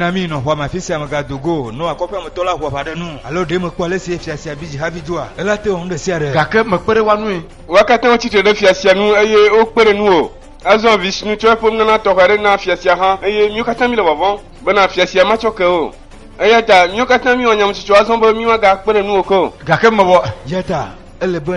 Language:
Ewe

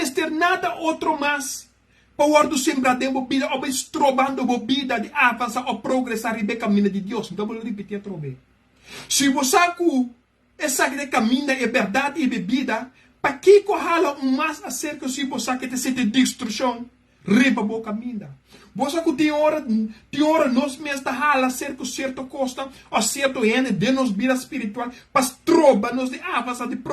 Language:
Papiamento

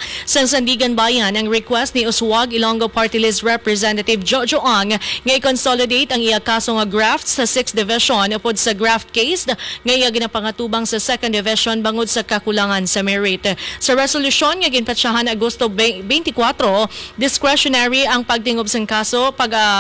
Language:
Hiligaynon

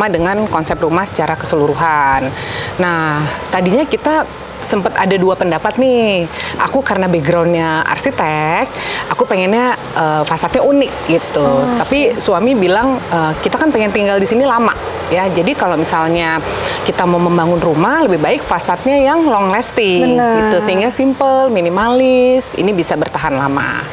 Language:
Indonesian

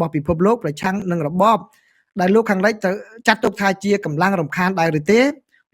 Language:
Khmer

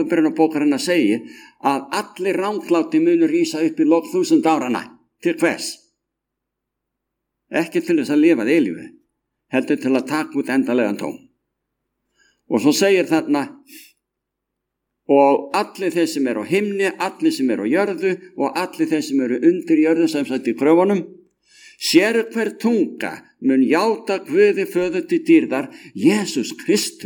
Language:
Icelandic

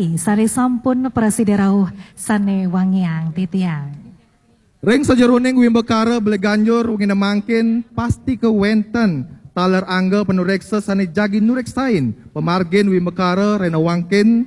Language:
Balinese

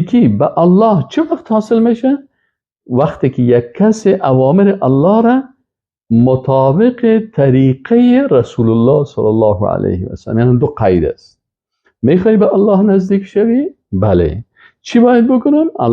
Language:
Persian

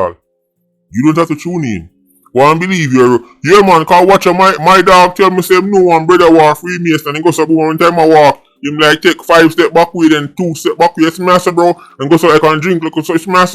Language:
Jamaican Creole English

